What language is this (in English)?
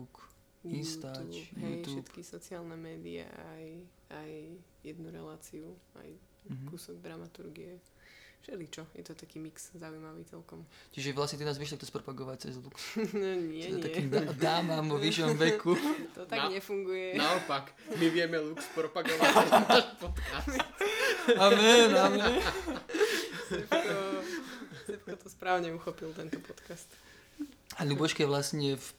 Slovak